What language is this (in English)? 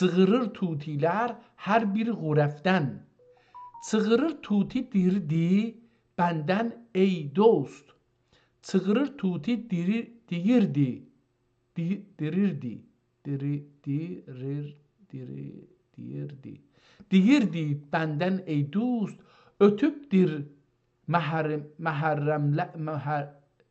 South Azerbaijani